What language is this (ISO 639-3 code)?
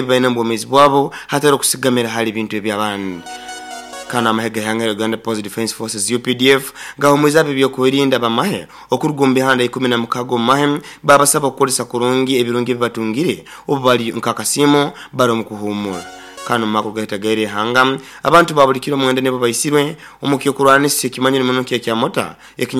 nyo